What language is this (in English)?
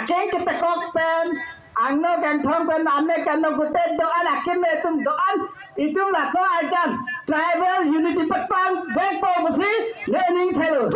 Karbi